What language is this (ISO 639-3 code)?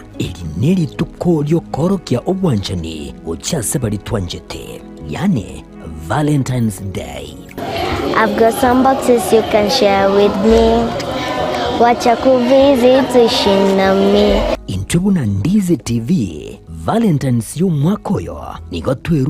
guz